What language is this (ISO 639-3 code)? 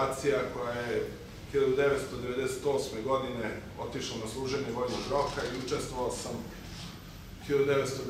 srp